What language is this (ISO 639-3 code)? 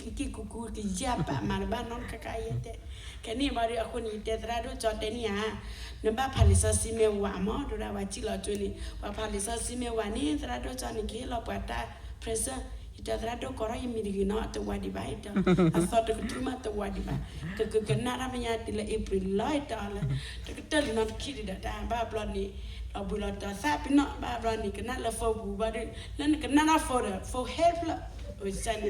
ksw